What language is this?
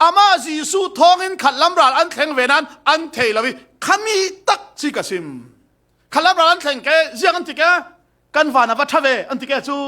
Falam Chin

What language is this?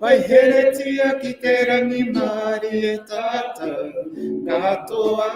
Māori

